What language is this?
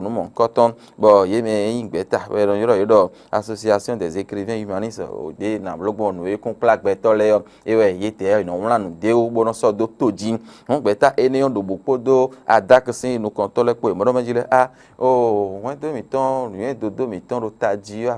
Fon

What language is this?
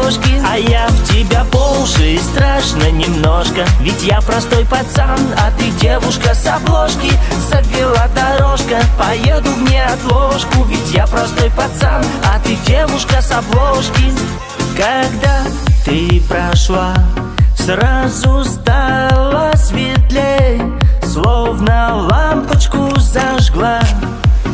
Russian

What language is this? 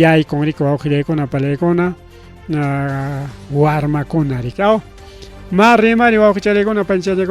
Ayacucho Quechua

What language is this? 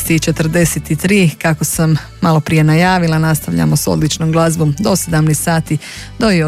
Croatian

